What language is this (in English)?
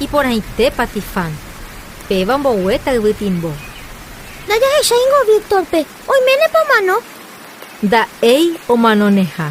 Guarani